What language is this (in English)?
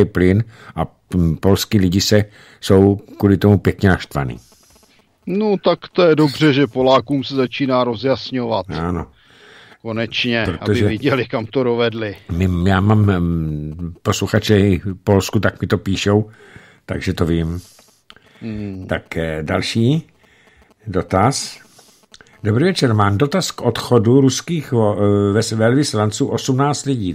Czech